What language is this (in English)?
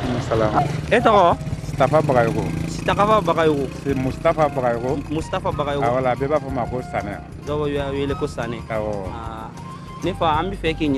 Bambara